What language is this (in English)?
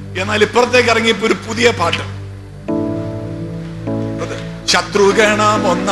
Malayalam